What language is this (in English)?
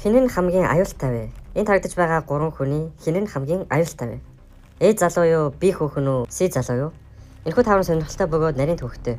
Mongolian